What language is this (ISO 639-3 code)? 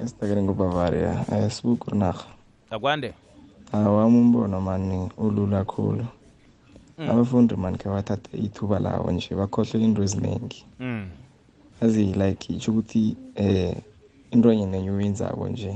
nbl